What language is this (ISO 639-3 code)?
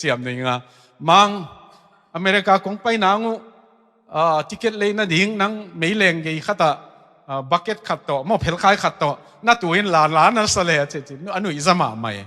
ctd